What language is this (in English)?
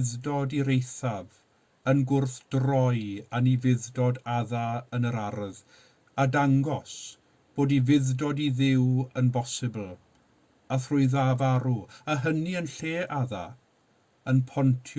Welsh